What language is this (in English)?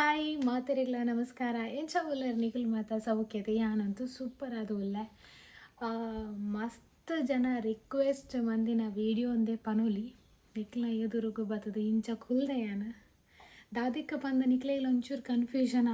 Tulu